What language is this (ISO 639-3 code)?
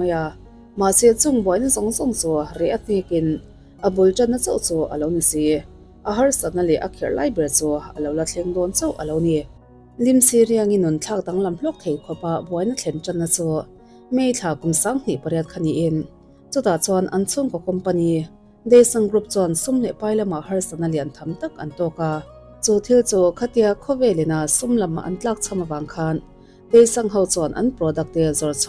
lus